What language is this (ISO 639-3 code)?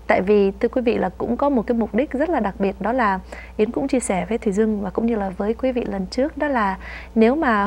vie